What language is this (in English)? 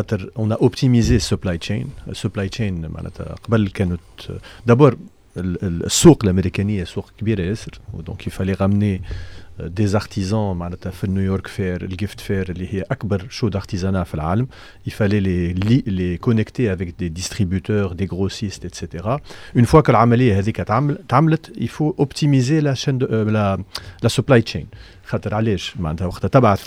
Tunisian Arabic